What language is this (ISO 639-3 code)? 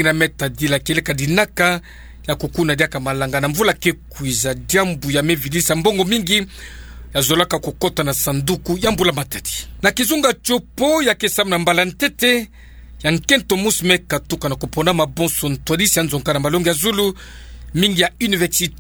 ktu